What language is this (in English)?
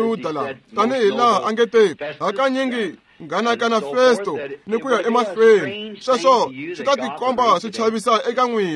Tsonga